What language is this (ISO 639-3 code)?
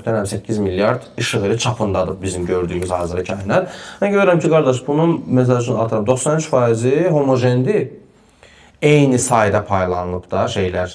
aze